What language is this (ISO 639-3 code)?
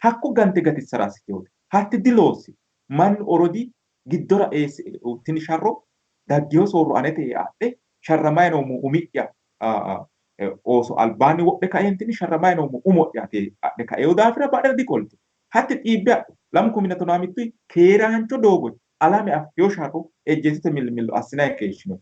sid